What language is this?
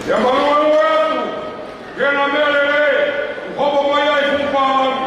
Tongan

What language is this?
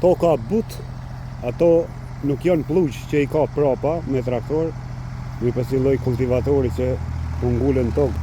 Albanian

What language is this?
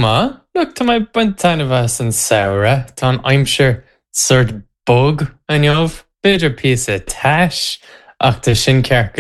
Irish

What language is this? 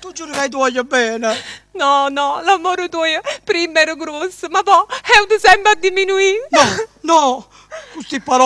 Neapolitan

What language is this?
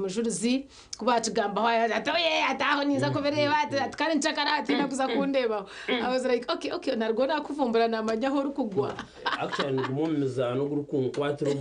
Nyankole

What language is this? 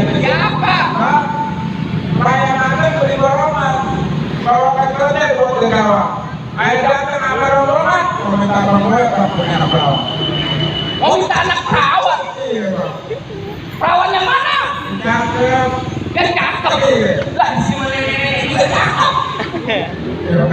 Betawi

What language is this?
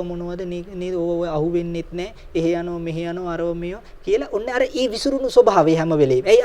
Sinhala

